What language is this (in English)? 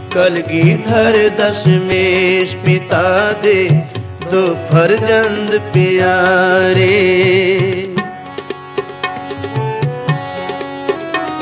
Punjabi